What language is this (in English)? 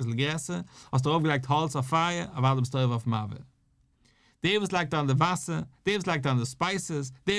Yiddish